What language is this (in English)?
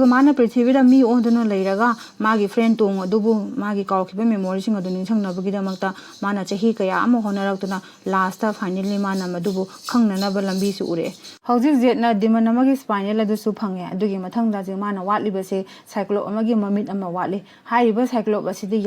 Manipuri